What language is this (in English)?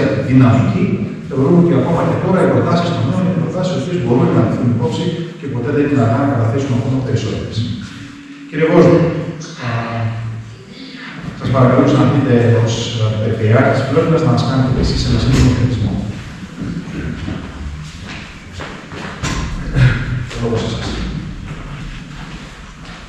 Greek